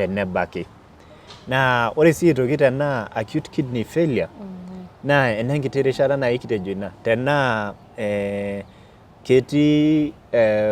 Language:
Masai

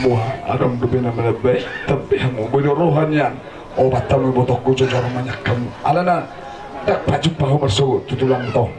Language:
Batak Toba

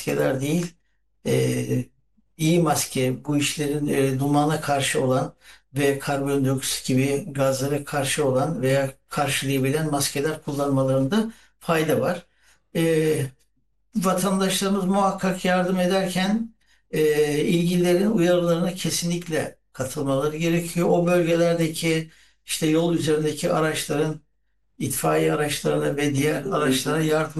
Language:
Turkish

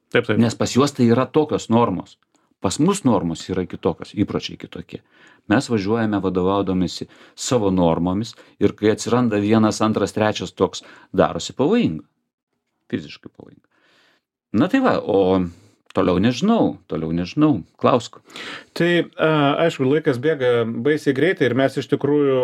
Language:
Lithuanian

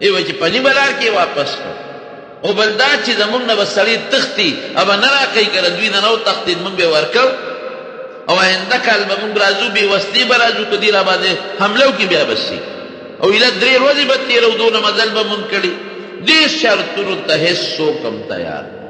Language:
Pashto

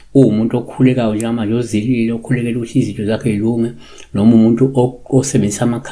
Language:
Zulu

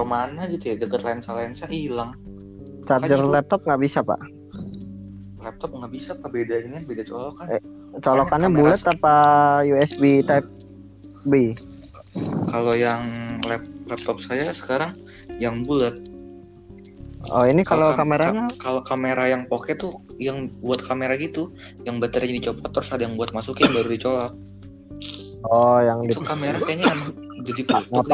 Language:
Indonesian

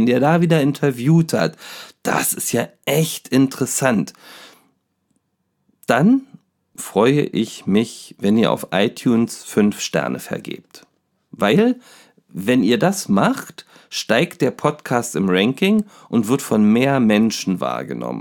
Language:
German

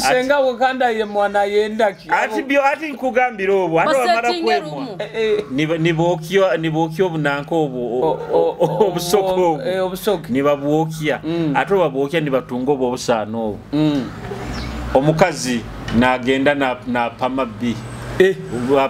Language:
Nyoro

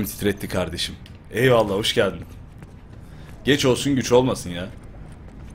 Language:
Turkish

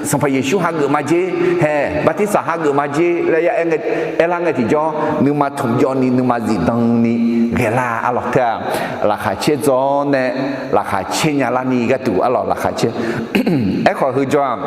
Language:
Akha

